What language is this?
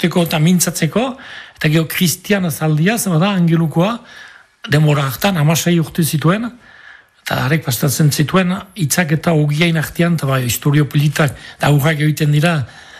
Basque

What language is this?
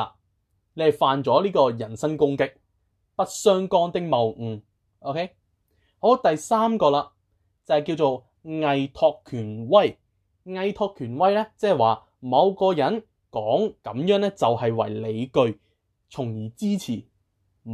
Cantonese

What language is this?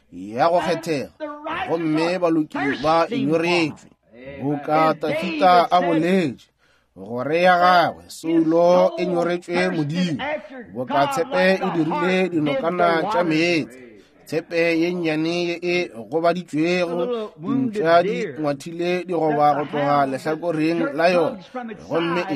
Northern Sotho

